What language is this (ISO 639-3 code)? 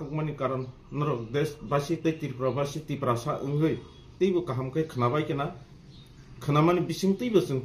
trp